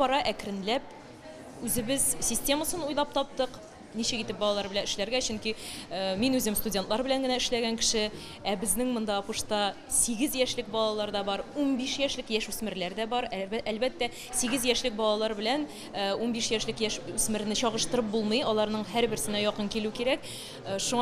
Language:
Tatar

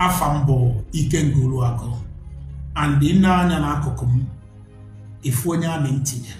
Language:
Igbo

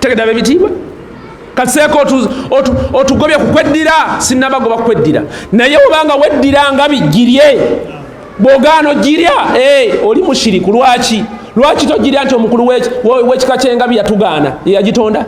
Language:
Ganda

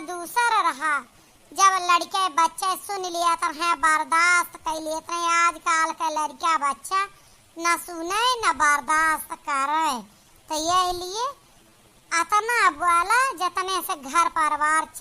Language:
Awadhi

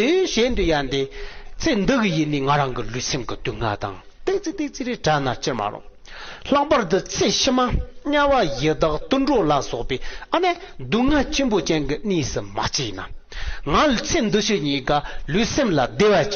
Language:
Tibetan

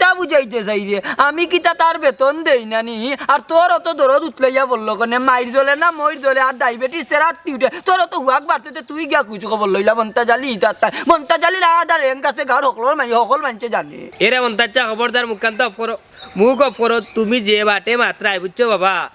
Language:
Sylheti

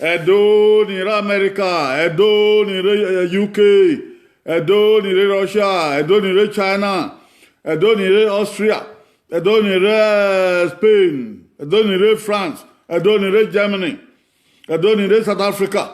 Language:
Bini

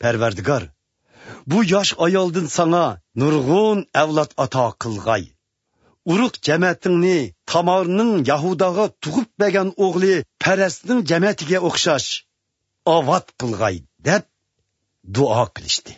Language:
Uyghur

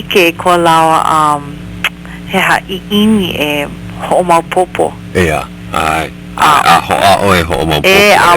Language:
Hawaiian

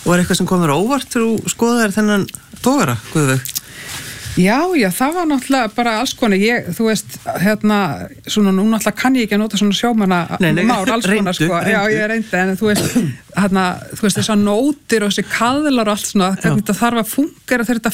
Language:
Icelandic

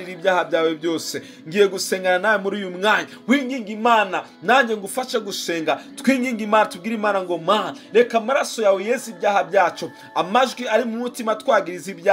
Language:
Kinyarwanda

